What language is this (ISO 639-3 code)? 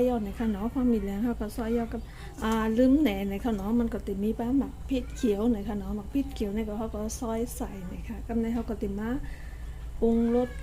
shn